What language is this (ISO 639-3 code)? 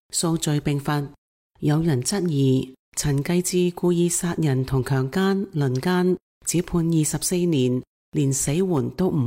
yue